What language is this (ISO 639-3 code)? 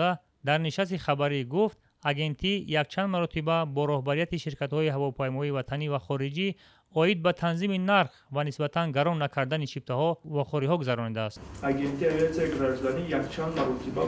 tgk